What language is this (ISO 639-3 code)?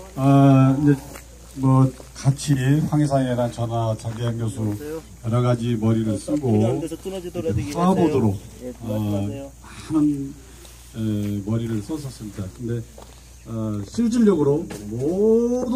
kor